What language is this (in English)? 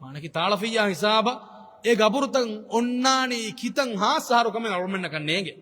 Divehi